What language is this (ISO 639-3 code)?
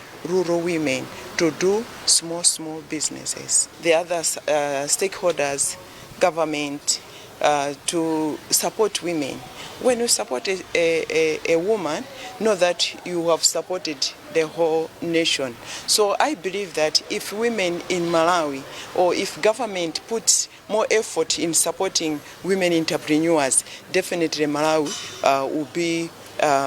eng